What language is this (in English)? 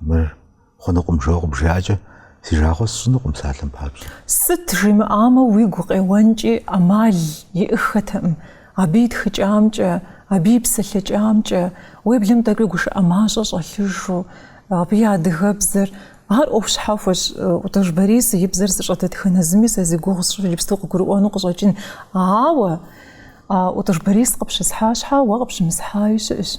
Kabardian